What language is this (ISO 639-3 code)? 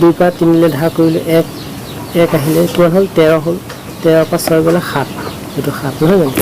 asm